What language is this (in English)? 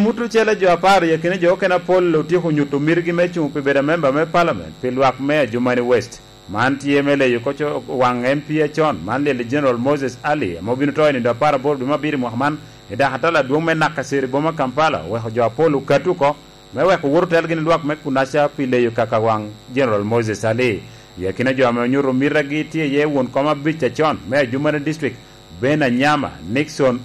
Lango (Uganda)